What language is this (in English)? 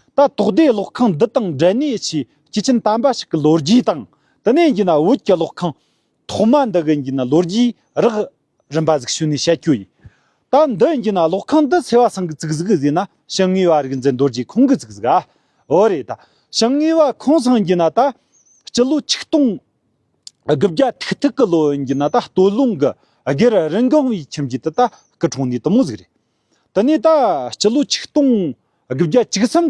Tibetan